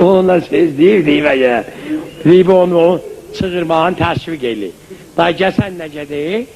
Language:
South Azerbaijani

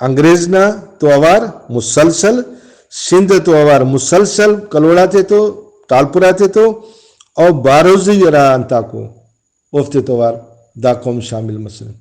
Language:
Brahui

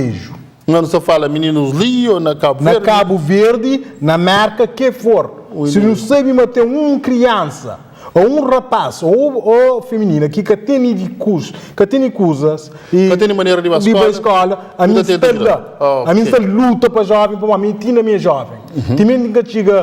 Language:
Kabuverdianu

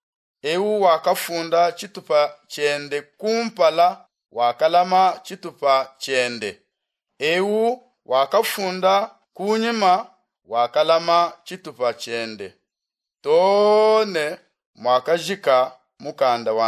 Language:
Luba-Lulua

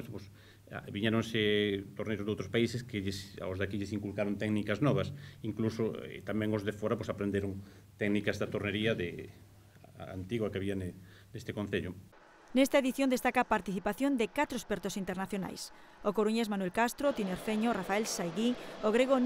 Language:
Galician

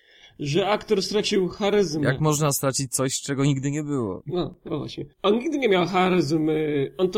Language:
Polish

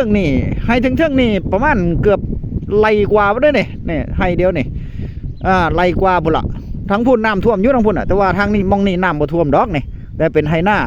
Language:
Northeastern Thai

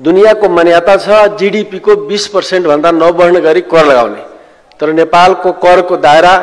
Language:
Nepali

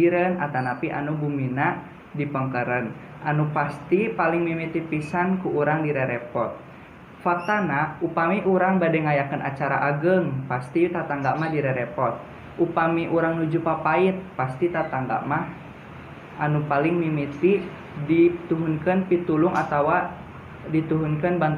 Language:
Sundanese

